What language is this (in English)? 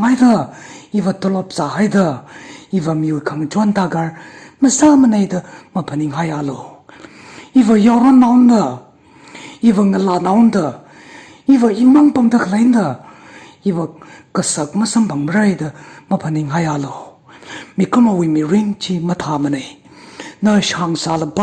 Tangkhul Naga (India)